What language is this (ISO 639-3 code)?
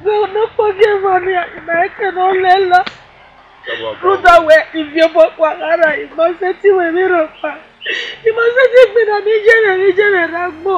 bin